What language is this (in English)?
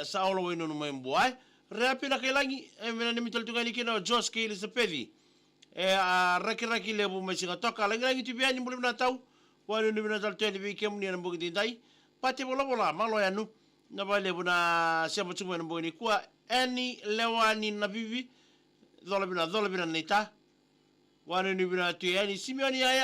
Fijian